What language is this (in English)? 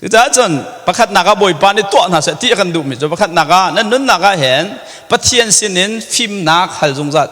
Hakha Chin